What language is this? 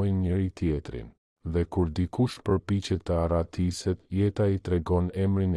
Albanian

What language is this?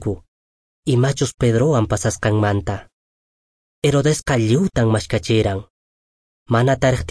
Quechua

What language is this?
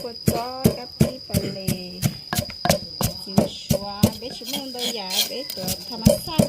Hmong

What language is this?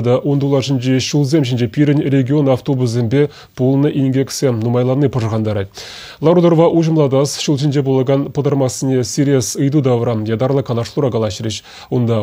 Chuvash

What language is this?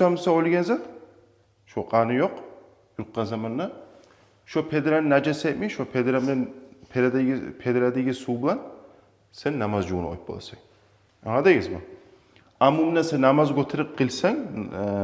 Kumyk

